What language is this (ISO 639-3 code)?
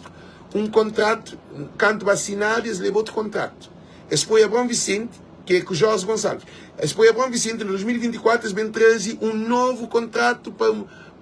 kea